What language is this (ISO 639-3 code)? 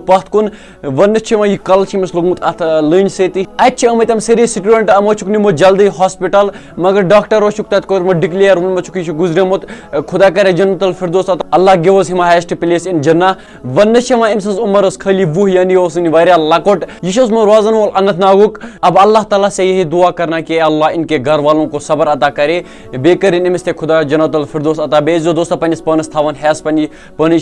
kas